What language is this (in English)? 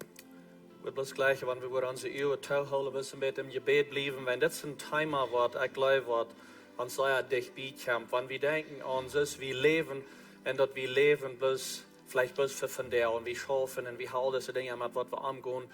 Plautdietsch